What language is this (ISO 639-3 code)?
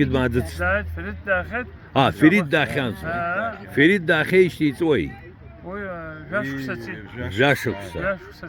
abk